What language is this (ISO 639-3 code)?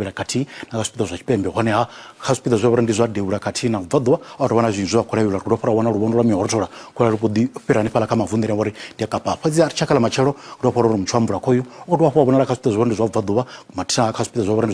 ven